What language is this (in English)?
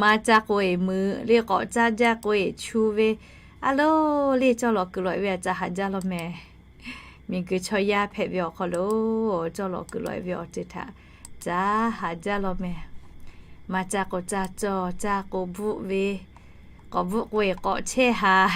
Lahu